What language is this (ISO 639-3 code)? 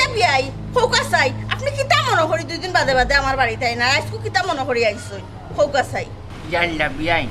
syl